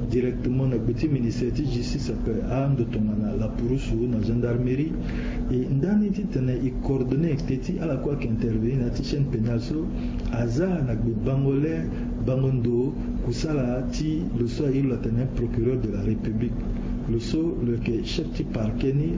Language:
Sango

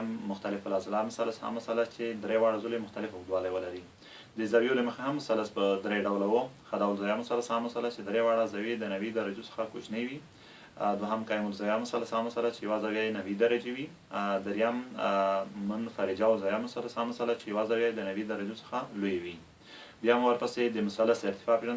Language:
Pashto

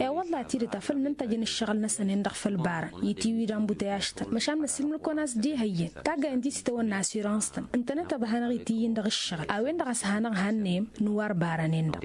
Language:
Tamasheq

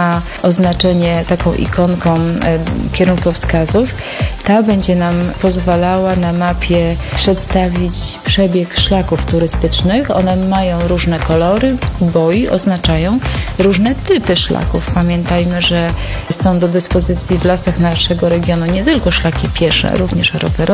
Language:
Polish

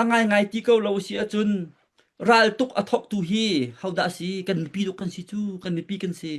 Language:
Falam Chin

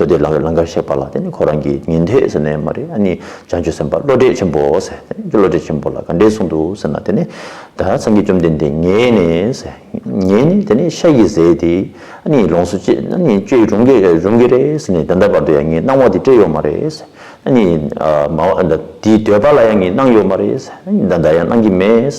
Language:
Tibetan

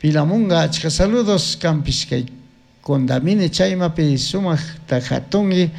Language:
Chimborazo Highland Quichua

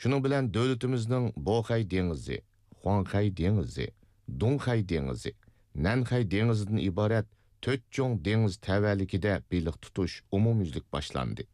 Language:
Uyghur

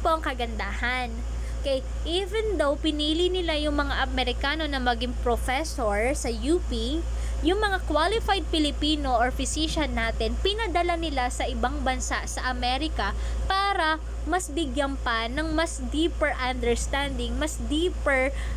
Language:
Filipino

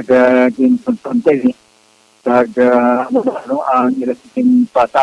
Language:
Hiligaynon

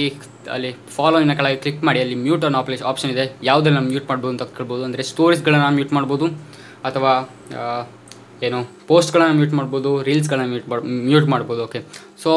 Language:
Kannada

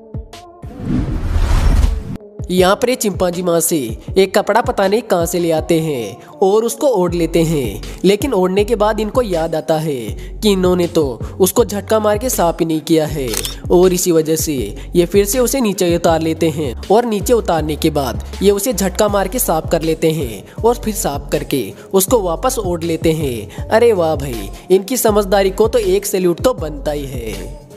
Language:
Hindi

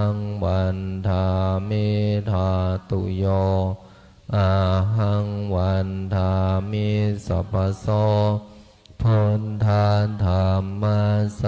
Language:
Pali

